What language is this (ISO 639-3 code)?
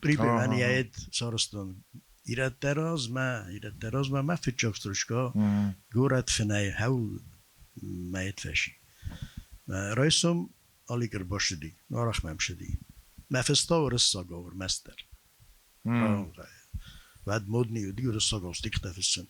oss